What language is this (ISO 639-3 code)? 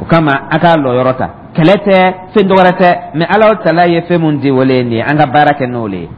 dyu